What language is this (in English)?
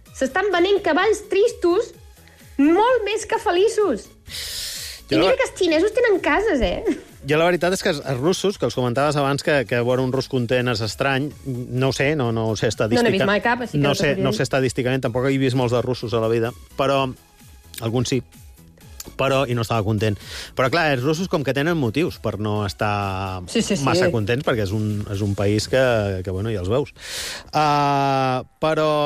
Catalan